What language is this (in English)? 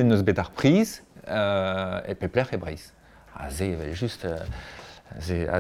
Breton